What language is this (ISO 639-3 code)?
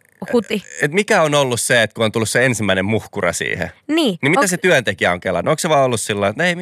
fin